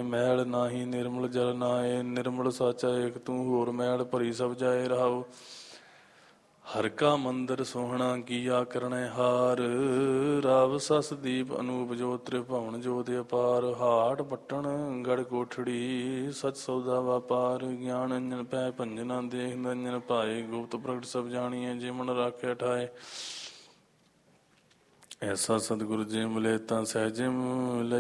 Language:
Punjabi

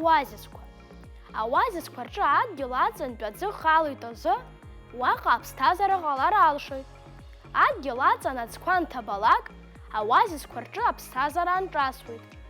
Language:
Abkhazian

